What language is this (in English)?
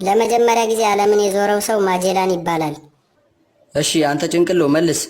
Amharic